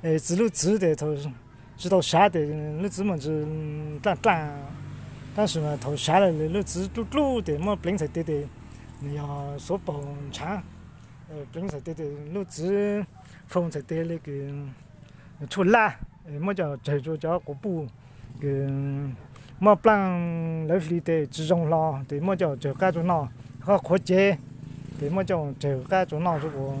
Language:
Hmong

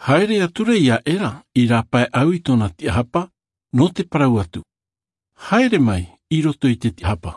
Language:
Tahitian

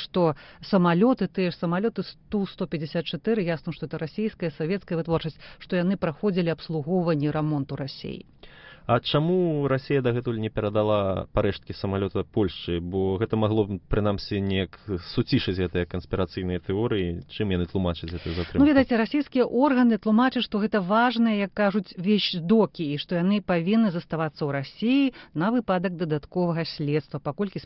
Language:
Belarusian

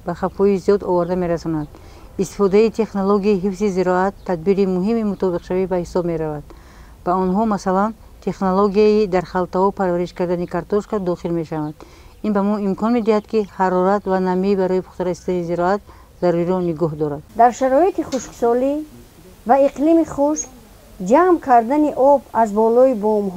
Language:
Tajik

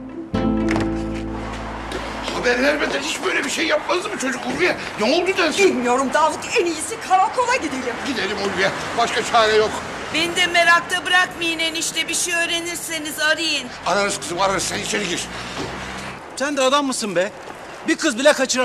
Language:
Turkish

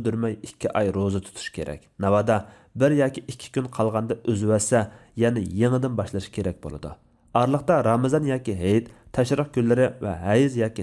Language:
Uyghur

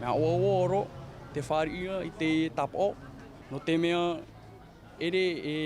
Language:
Tahitian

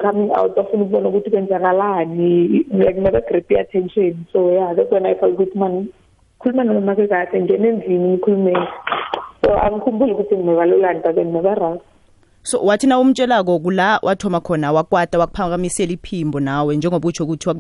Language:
South Ndebele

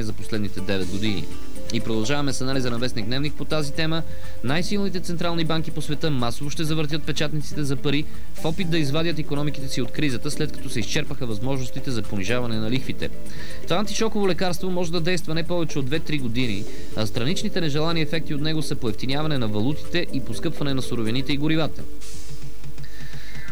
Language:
Bulgarian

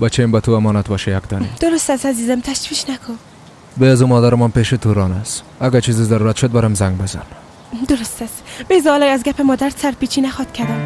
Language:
Persian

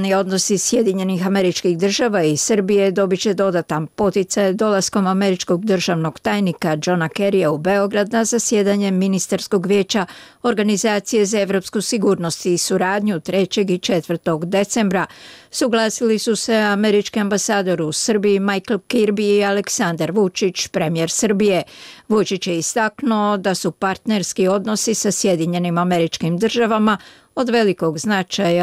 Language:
Bosnian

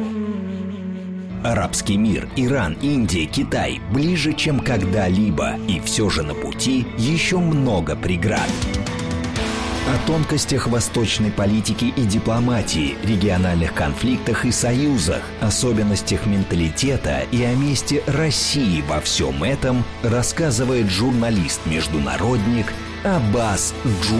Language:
Russian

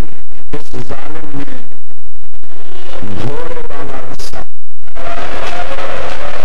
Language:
Urdu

